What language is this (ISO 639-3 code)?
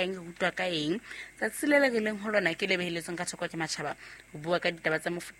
sot